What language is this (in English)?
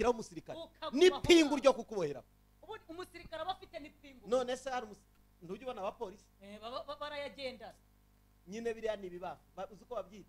Kinyarwanda